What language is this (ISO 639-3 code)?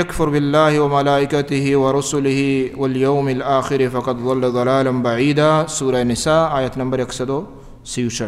bal